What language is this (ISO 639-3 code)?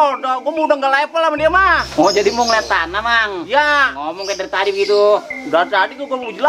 bew